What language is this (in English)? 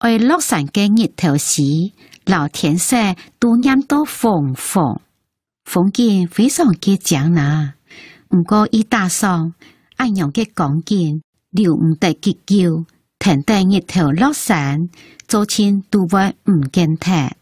Hakka Chinese